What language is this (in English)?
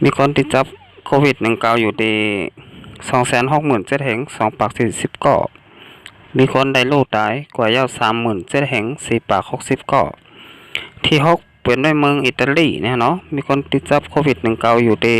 Shan